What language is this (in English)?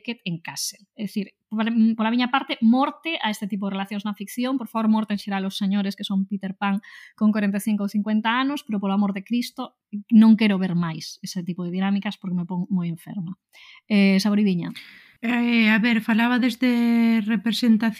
Galician